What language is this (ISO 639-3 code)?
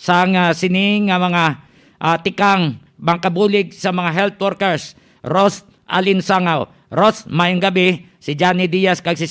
hil